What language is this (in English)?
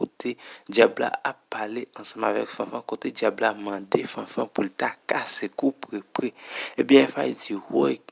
Haitian Creole